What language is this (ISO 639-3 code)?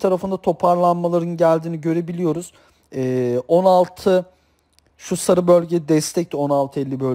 tur